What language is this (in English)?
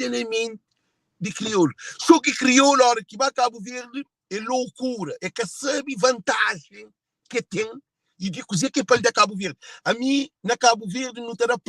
Kabuverdianu